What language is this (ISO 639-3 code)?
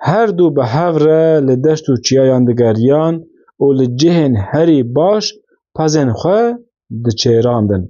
kur